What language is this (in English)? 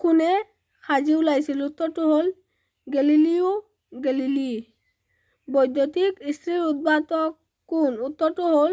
Assamese